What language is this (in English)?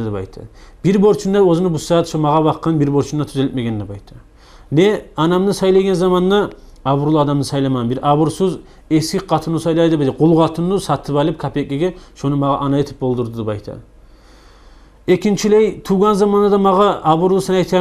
Kumyk